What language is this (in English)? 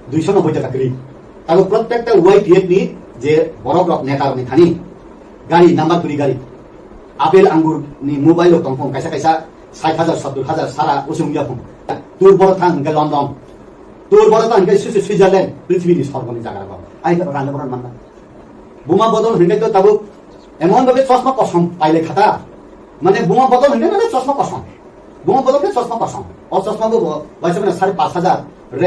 Riang (India)